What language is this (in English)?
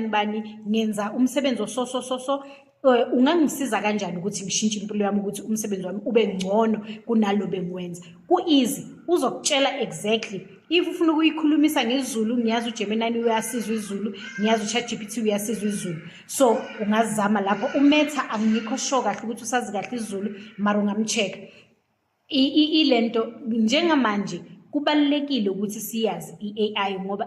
Zulu